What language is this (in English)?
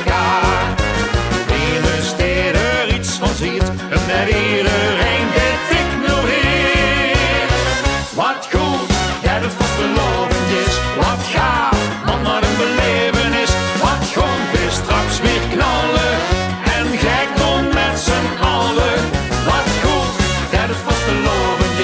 Limburgish